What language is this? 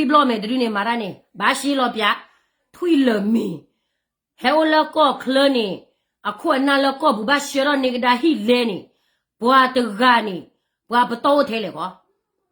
S'gaw Karen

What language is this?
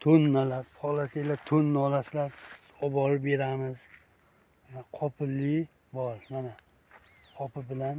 Uzbek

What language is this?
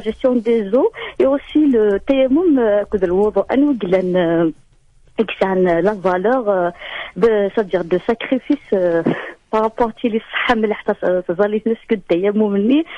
Kabyle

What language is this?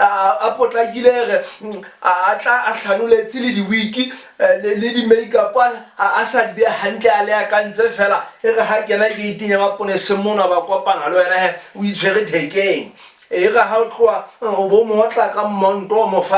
Southern Sotho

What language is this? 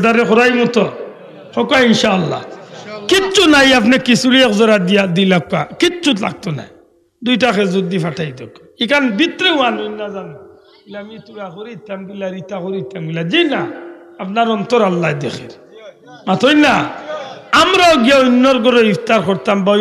Sylheti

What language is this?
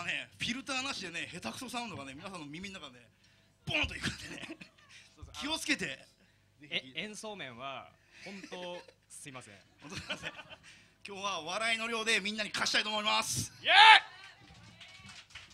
Japanese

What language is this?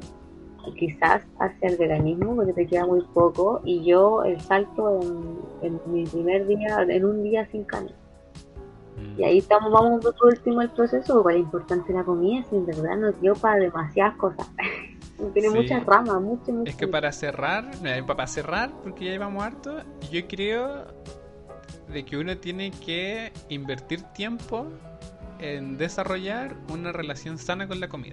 Spanish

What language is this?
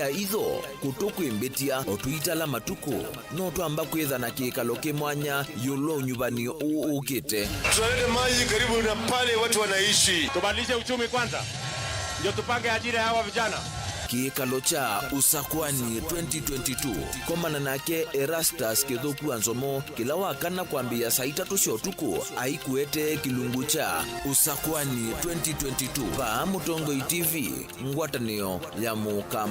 Kamba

